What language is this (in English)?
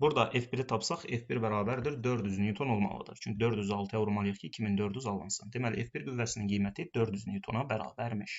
Azerbaijani